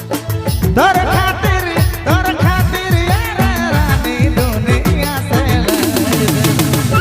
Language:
Sadri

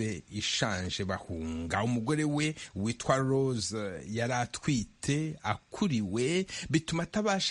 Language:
Kinyarwanda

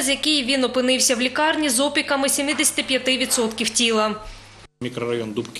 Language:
Ukrainian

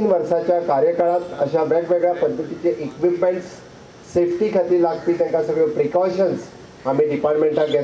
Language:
Konkani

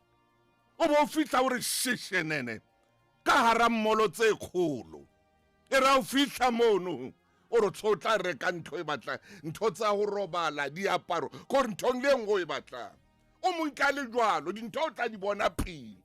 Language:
Southern Sotho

